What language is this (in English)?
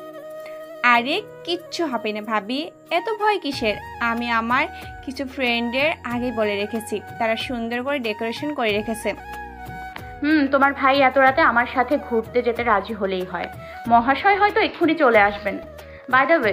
Bangla